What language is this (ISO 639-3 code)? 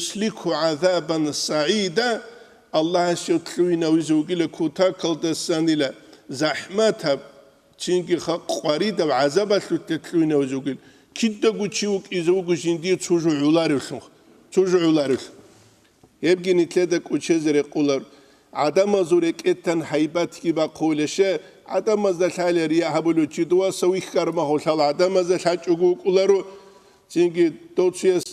ava